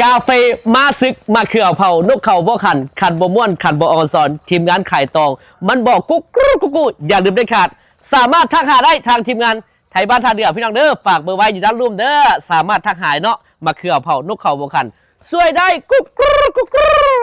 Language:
Northeastern Thai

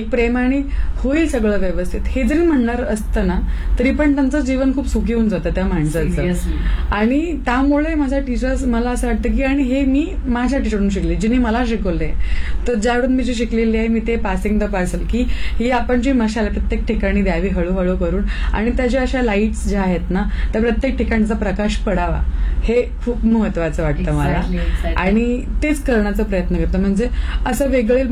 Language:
Marathi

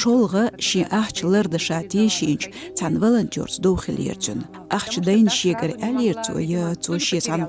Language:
Chechen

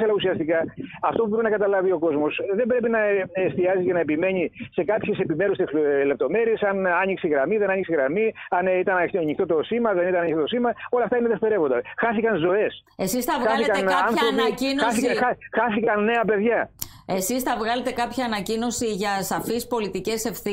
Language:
Greek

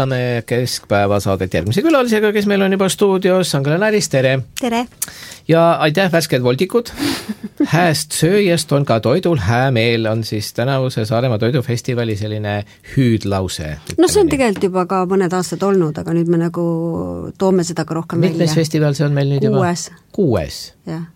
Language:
Estonian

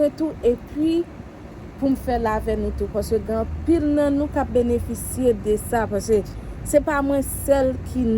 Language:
Haitian Creole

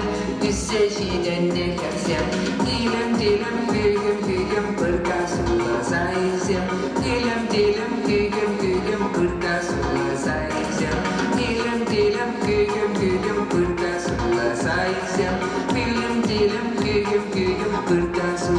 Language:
Chuvash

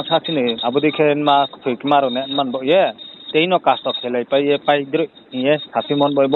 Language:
Riang (India)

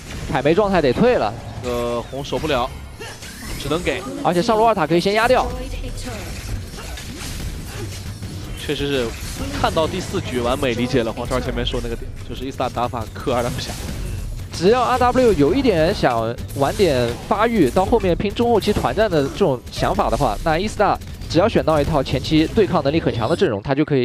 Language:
Chinese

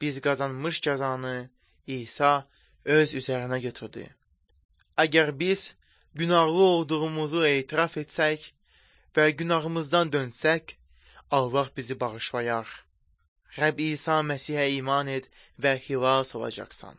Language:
Azerbaijani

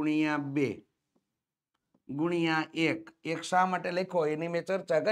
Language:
Gujarati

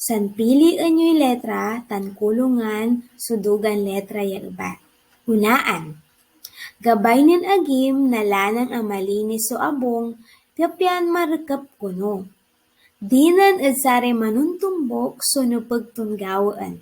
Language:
Pangasinan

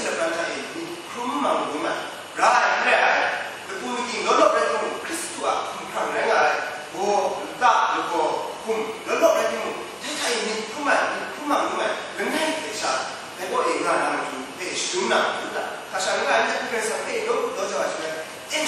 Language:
Kachin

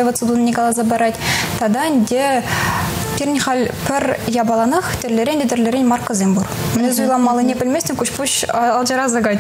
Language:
Chuvash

